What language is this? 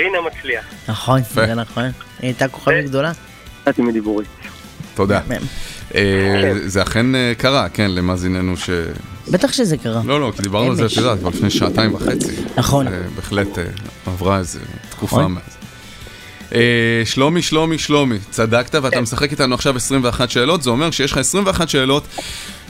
Hebrew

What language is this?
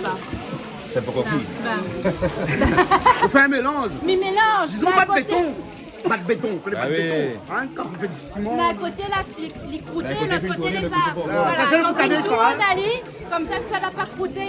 Réunion Creole French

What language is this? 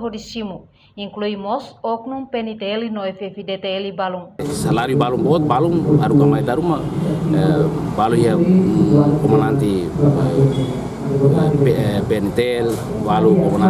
Tetum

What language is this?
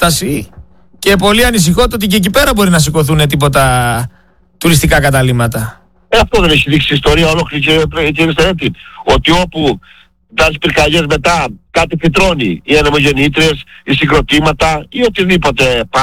Greek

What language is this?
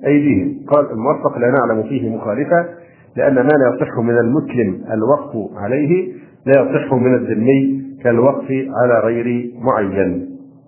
Arabic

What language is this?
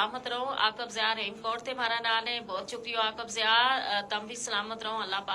Gujari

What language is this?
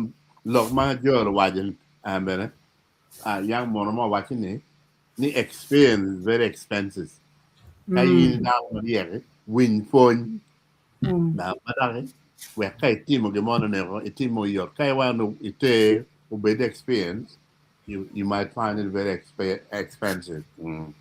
Acoli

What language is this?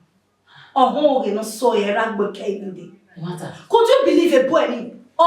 Bini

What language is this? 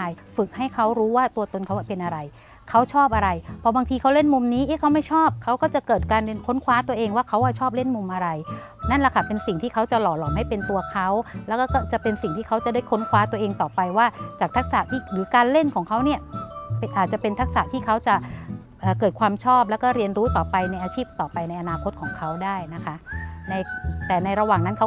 Thai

